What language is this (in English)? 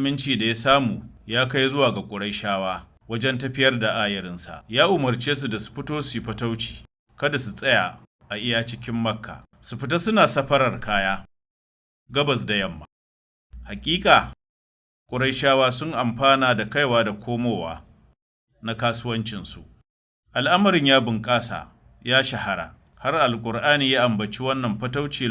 Hausa